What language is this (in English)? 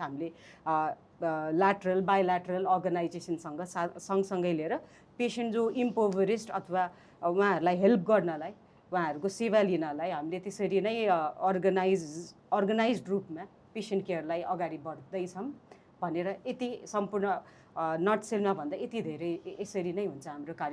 Nepali